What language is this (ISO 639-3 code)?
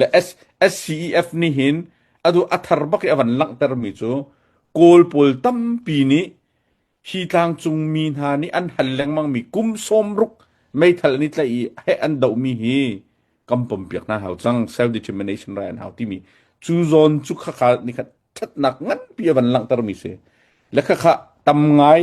cnh